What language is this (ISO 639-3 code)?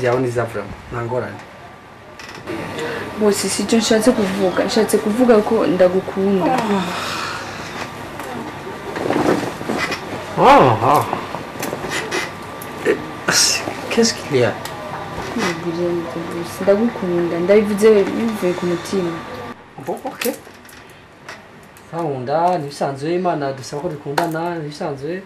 run